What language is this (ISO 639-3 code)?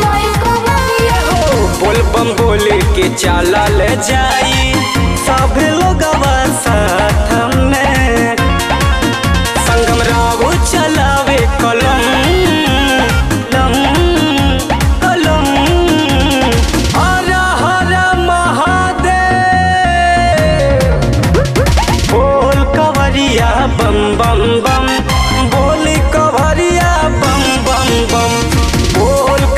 bho